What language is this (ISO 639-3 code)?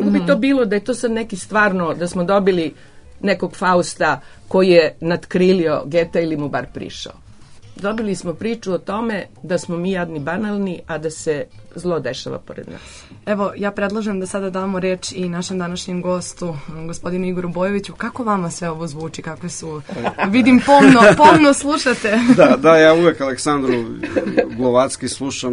srp